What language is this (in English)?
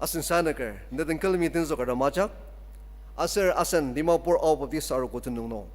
Ao Naga